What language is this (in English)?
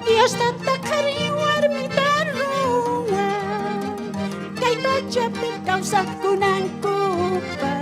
South Bolivian Quechua